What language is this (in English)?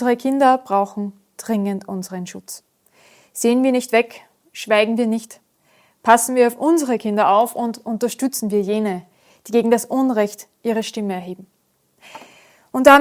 German